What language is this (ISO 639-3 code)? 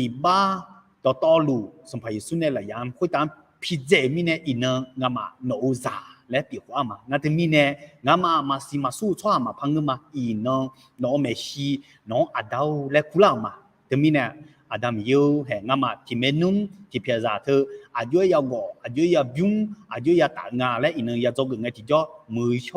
ahk